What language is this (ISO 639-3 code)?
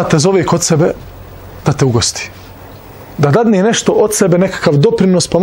bos